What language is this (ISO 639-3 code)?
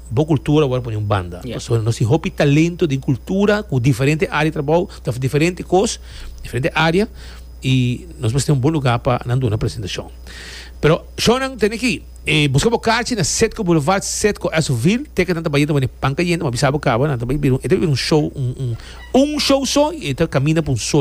pap